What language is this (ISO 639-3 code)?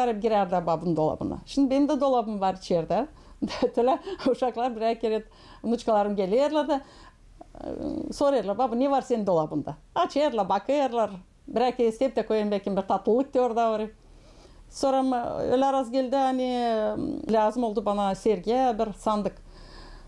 gag